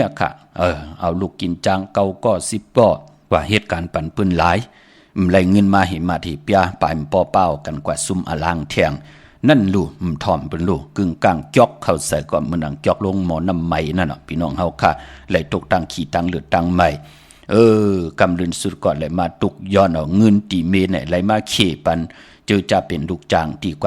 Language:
Shan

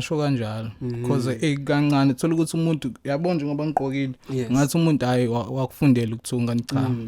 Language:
Zulu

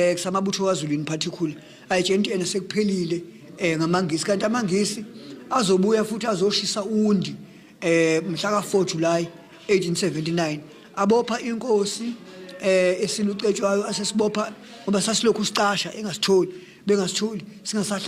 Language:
Zulu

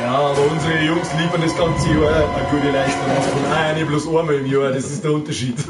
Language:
Bavarian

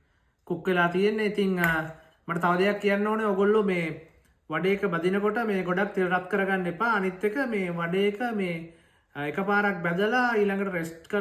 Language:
Sinhala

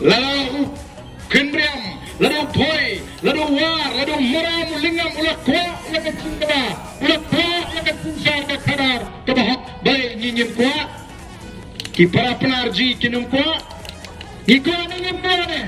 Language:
Khasi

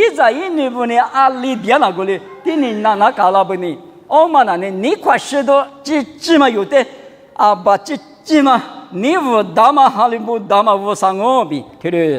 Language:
Lisu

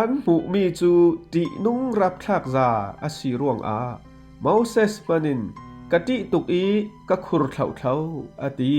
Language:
Falam Chin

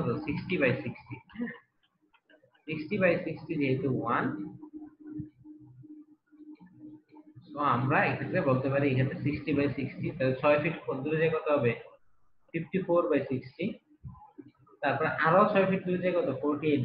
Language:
Bangla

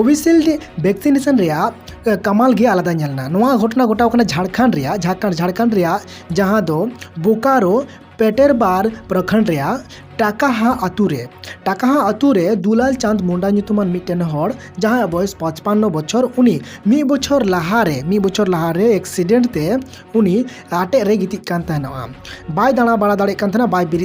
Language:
Santali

